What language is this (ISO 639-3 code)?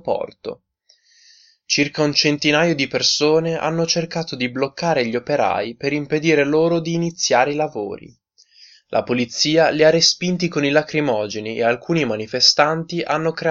ita